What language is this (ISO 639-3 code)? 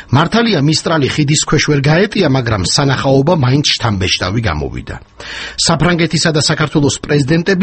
kat